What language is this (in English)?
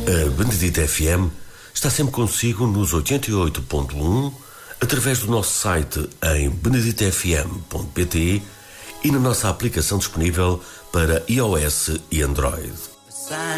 Portuguese